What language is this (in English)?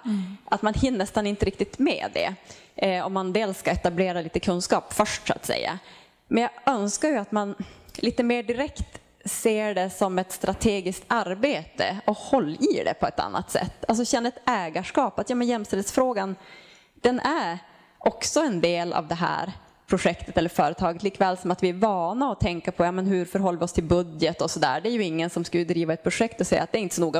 Swedish